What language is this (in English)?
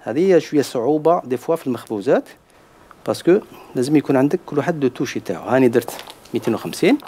Algerian Arabic